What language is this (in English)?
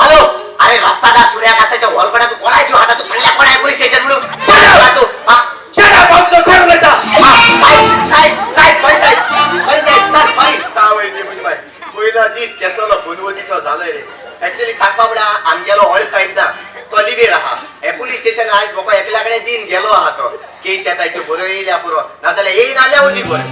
Konkani